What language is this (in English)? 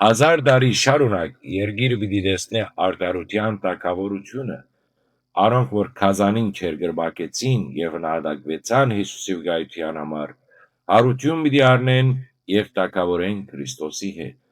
Western Armenian